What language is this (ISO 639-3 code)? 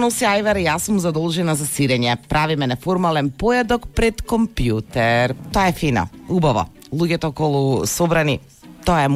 mkd